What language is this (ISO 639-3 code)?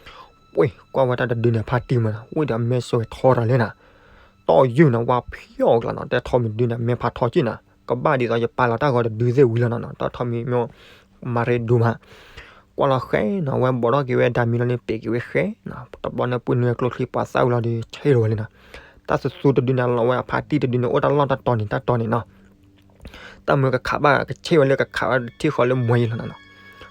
ksw